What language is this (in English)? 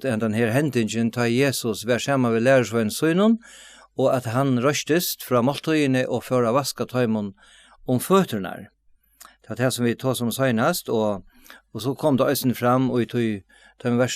Faroese